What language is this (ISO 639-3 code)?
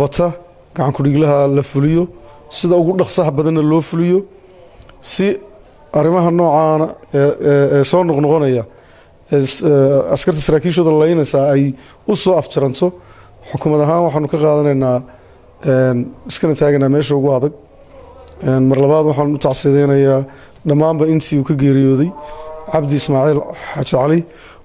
som